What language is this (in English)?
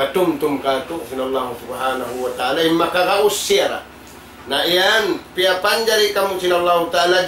Tausug